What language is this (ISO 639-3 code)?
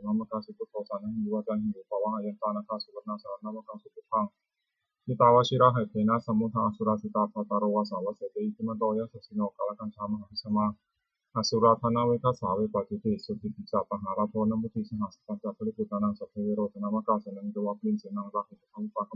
pli